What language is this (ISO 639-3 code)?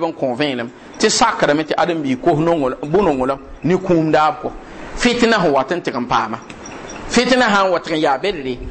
mos